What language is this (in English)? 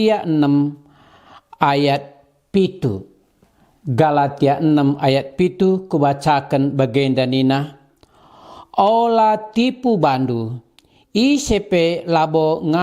Batak Karo